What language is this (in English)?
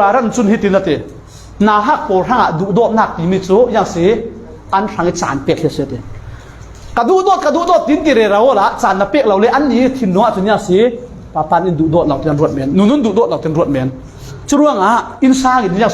Falam Chin